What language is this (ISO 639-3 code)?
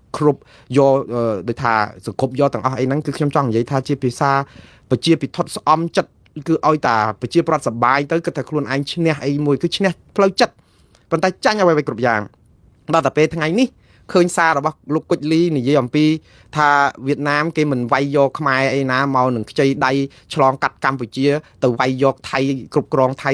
khm